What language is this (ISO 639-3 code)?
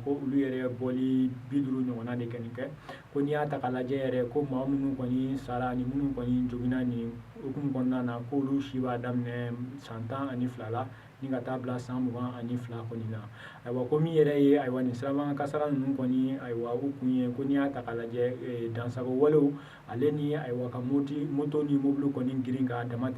bam